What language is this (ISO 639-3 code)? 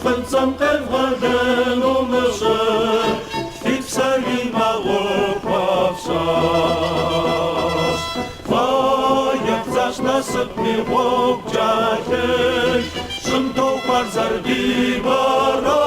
kbd